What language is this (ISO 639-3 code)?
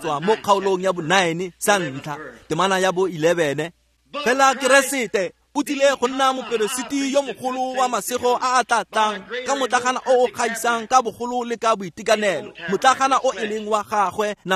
tsn